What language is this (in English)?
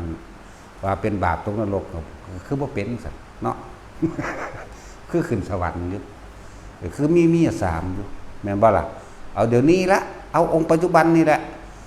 Lao